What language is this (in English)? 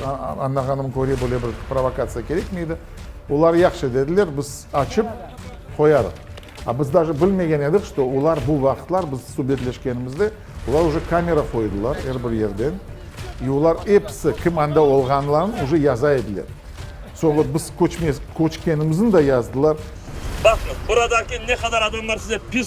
Crimean Tatar